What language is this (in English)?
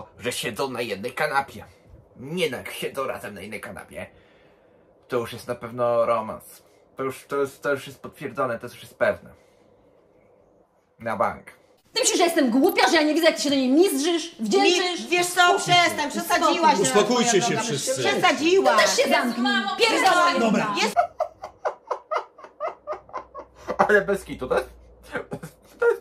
Polish